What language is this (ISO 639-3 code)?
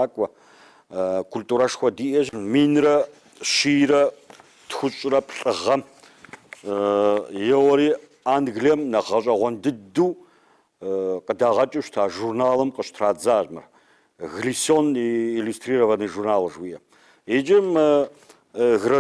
kbd